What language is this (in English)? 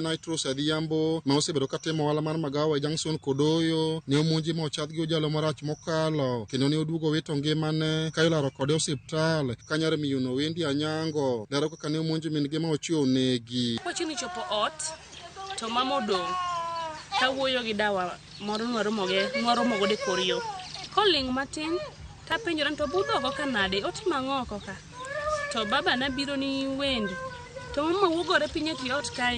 Luo (Kenya and Tanzania)